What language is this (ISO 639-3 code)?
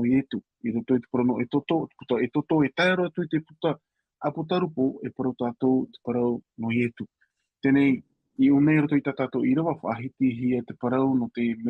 tah